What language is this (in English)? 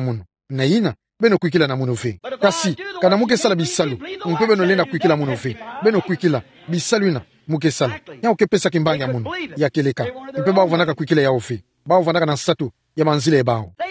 Kituba (Democratic Republic of Congo)